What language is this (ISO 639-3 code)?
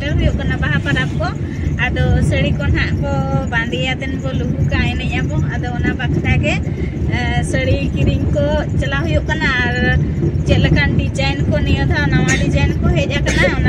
sat